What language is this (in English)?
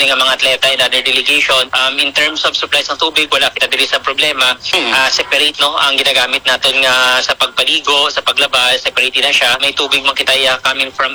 Hiligaynon